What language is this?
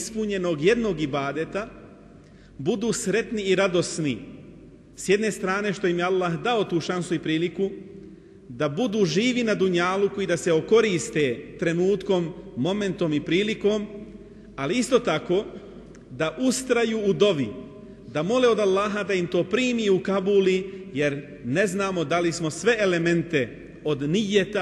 Bosnian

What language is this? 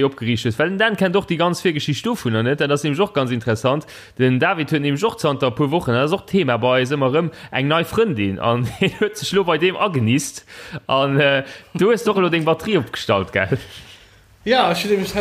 Luxembourgish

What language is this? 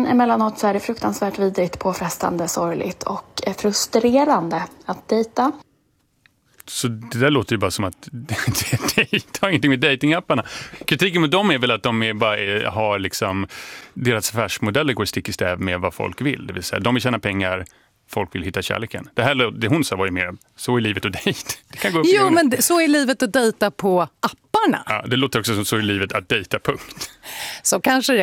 Swedish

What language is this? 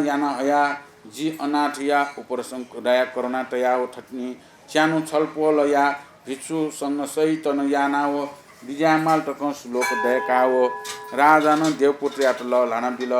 Newari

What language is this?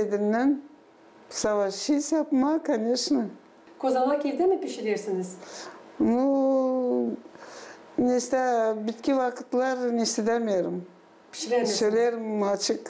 Gagauz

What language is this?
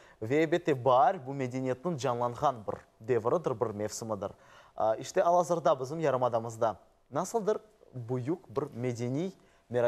Crimean Tatar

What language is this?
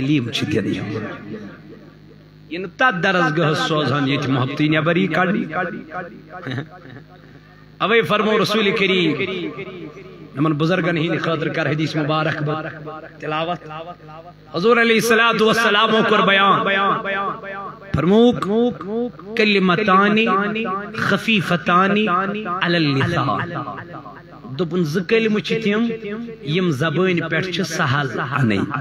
Kashmiri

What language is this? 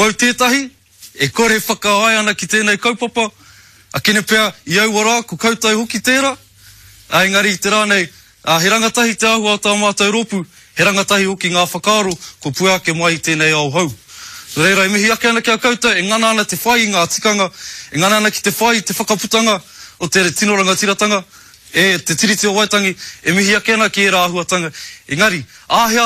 Māori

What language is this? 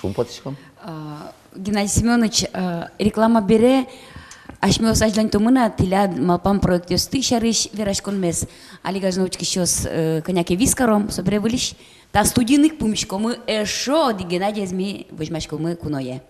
Udmurt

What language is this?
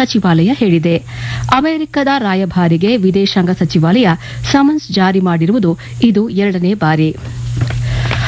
Kannada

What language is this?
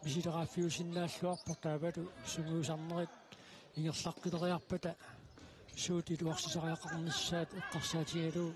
Kalaallisut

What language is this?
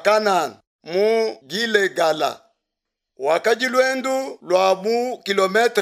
Luba-Lulua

